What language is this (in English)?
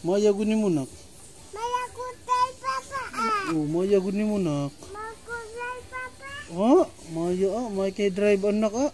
Cebuano